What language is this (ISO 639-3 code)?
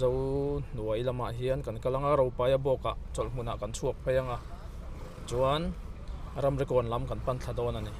lus